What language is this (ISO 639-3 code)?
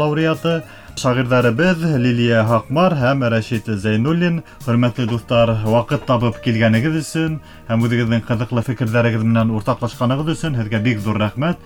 bak